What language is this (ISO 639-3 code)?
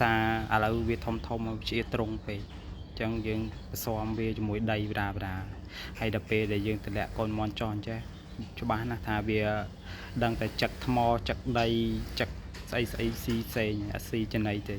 khm